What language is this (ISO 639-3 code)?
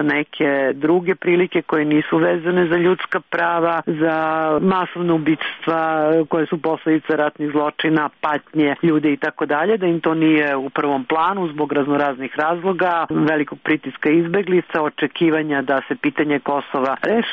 srp